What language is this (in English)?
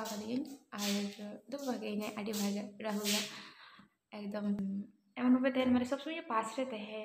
Santali